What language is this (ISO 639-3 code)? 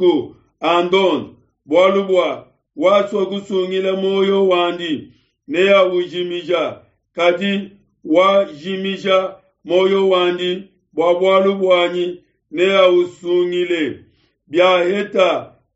lua